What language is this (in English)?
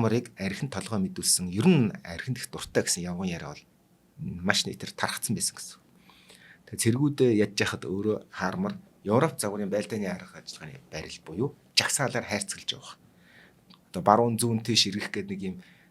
Mongolian